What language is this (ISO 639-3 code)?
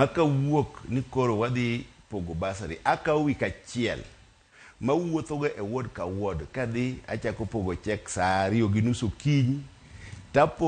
luo